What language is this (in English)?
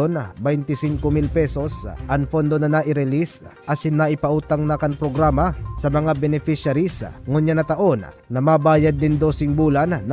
Bikol